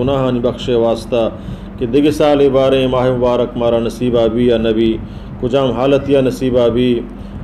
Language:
Baluchi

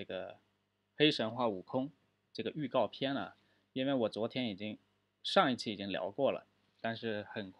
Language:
Chinese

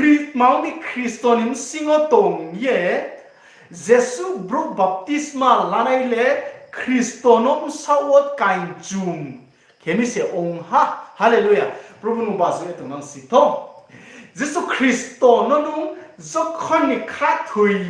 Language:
Riang (India)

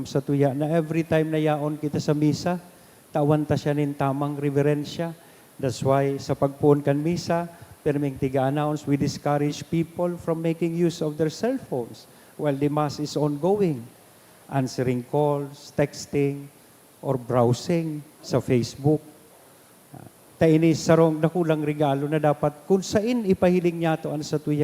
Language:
Bikol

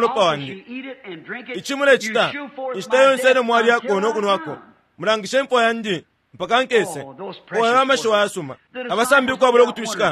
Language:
Bemba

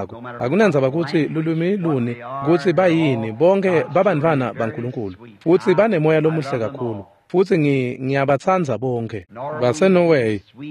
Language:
Swati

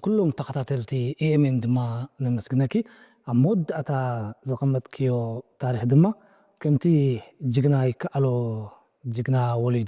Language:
Tigrinya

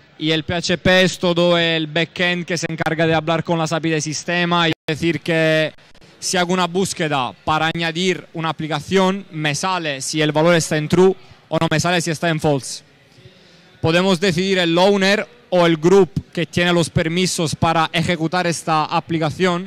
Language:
Spanish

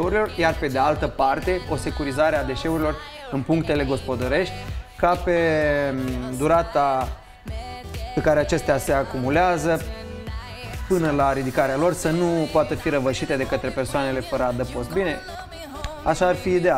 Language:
Romanian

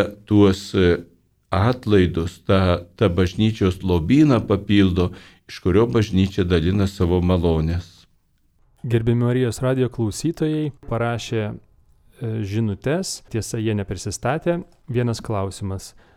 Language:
Lithuanian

